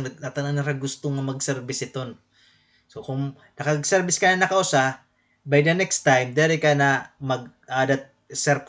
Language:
Waray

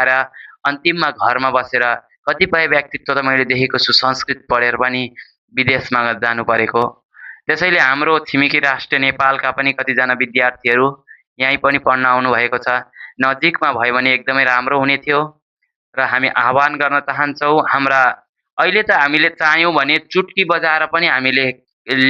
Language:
Nepali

